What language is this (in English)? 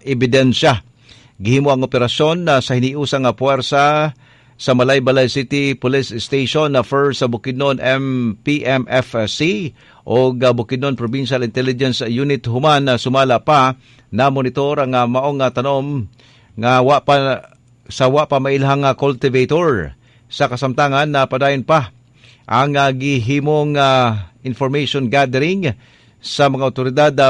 Cebuano